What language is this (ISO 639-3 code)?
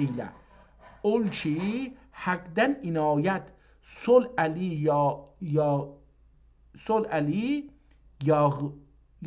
azb